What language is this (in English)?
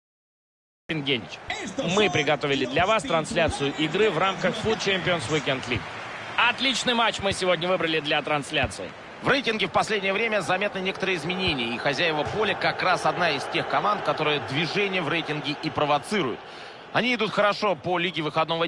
Russian